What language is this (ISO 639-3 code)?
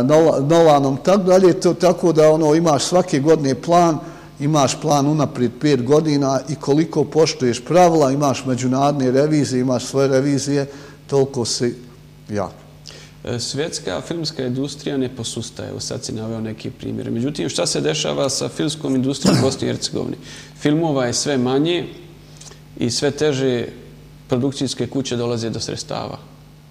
bos